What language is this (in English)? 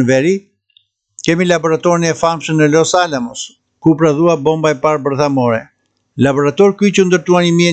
Albanian